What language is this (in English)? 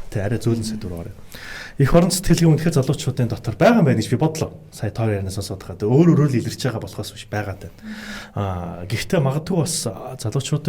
Mongolian